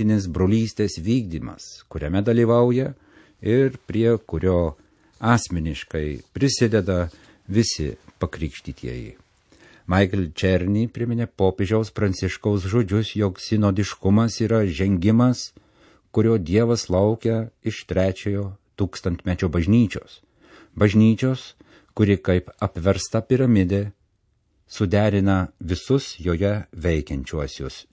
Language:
Lithuanian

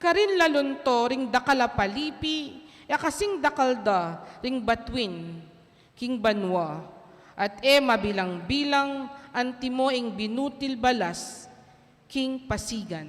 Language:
Pampanga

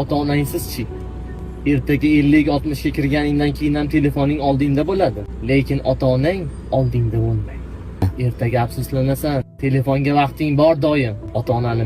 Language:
Uzbek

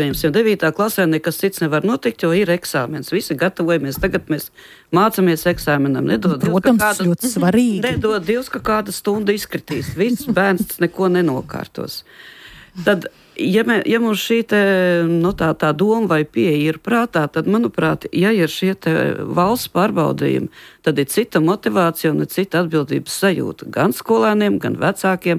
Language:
Latvian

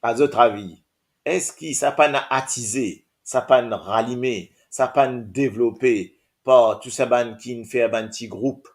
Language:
Morisyen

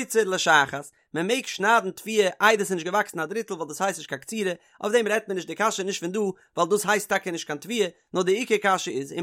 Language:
Yiddish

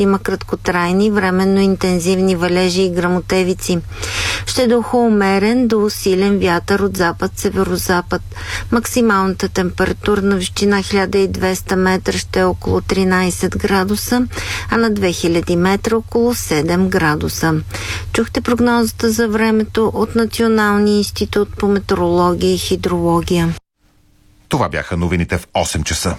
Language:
Bulgarian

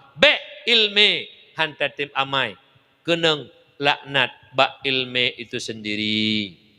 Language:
Achinese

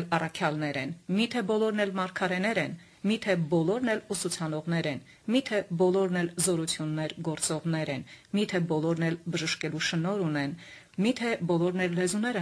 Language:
Armenian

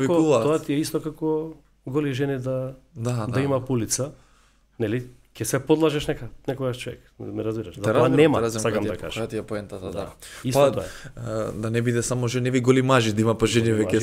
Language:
Macedonian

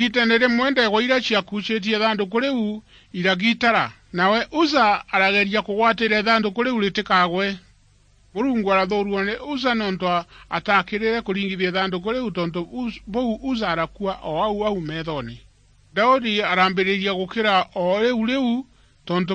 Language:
Meru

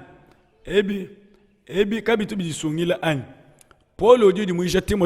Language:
Luba-Lulua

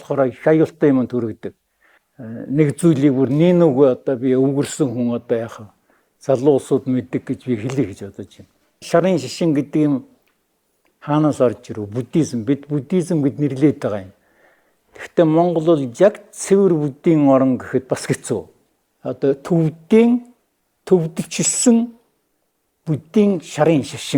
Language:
Mongolian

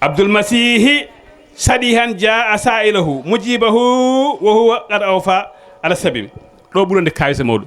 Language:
Fula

